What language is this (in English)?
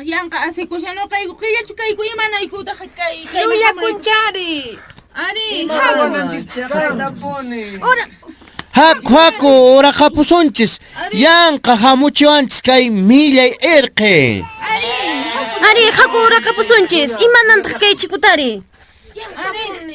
Quechua